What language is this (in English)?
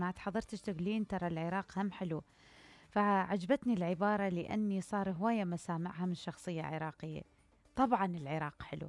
Mesopotamian Arabic